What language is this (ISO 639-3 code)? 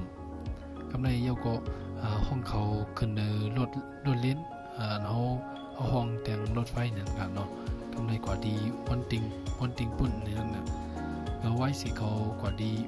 shn